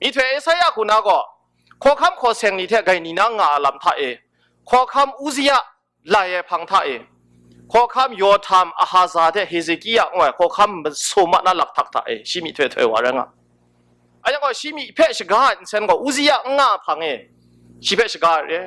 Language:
Kachin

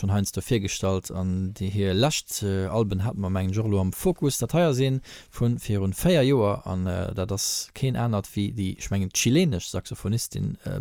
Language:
Luxembourgish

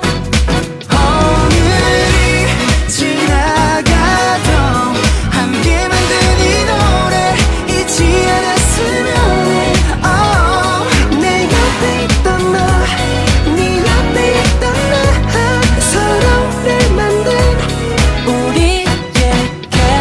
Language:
Korean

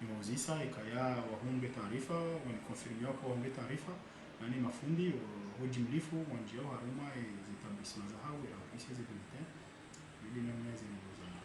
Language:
Ngazidja Comorian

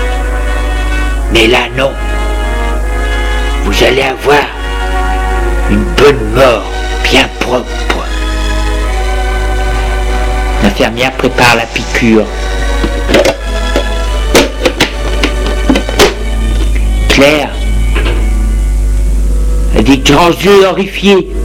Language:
French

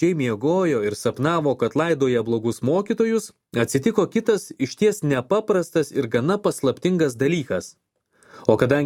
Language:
Lithuanian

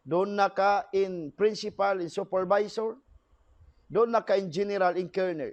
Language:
Tausug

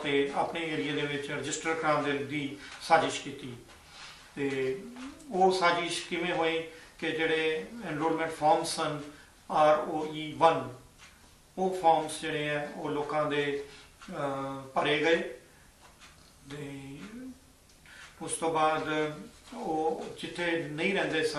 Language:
Punjabi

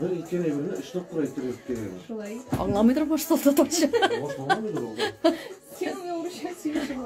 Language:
Tatar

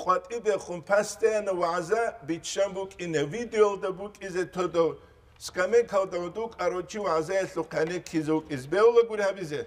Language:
Avaric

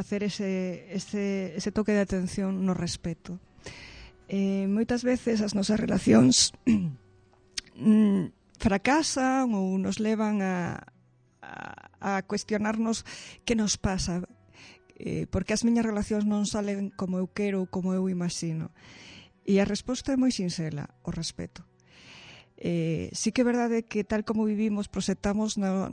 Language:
Galician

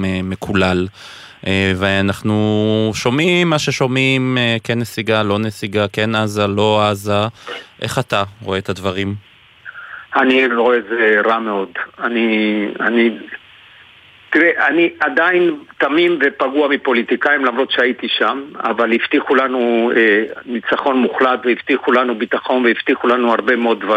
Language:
Hebrew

